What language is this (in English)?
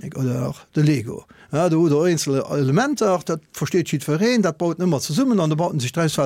Luxembourgish